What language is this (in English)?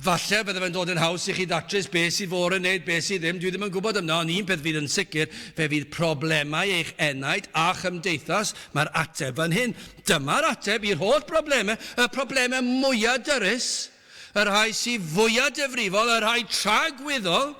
Welsh